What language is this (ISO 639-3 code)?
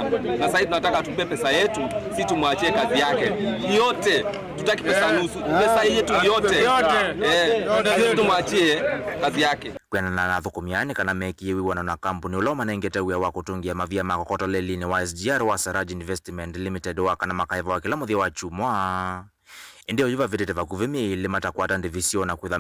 kam